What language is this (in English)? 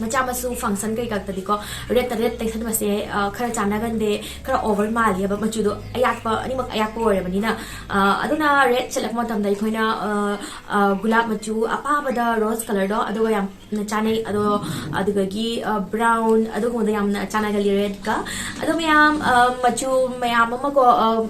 Manipuri